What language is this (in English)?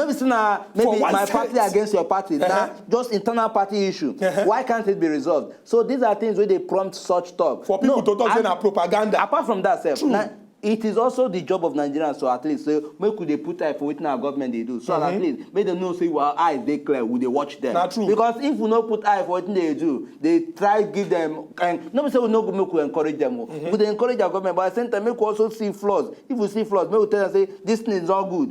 Nigerian Pidgin